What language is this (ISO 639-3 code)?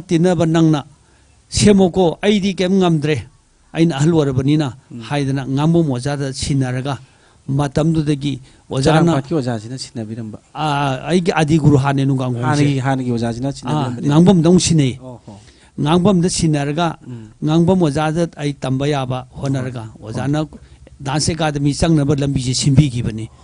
mni